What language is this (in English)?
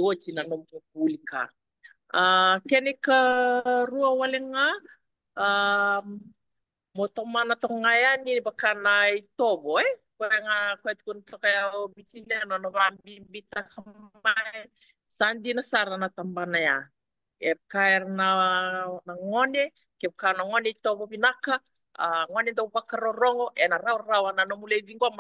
Fijian